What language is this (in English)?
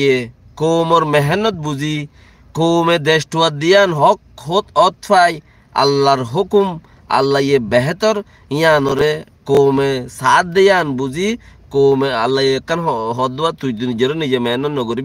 Rohingya